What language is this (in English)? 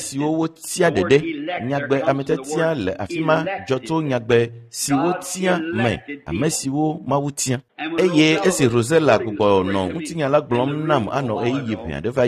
Ewe